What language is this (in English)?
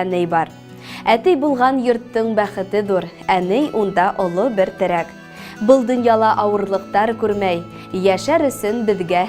Bashkir